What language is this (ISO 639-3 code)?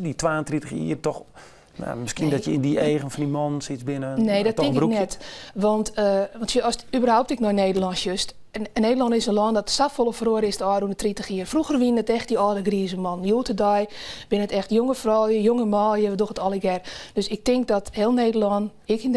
fry